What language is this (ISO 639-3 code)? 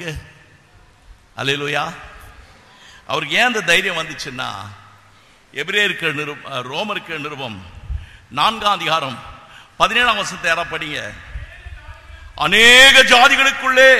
tam